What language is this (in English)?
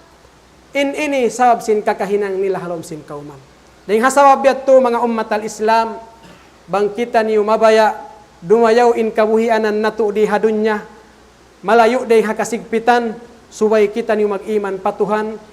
Tausug